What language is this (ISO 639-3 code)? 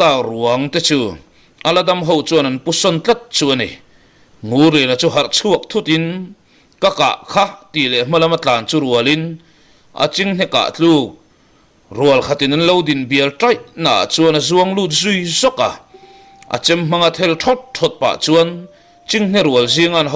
lus